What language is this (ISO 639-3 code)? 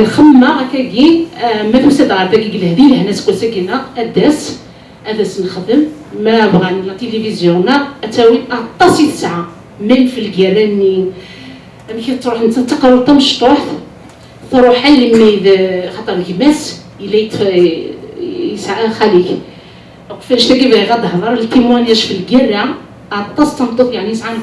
kab